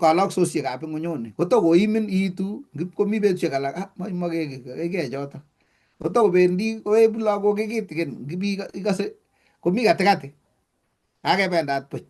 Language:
Kalenjin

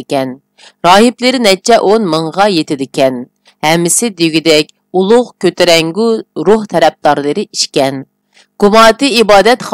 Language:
Uyghur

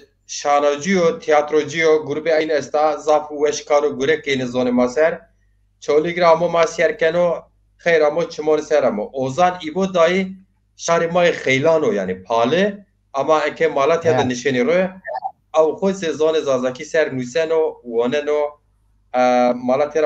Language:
Zaza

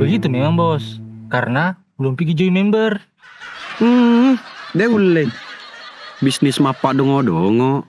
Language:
Buginese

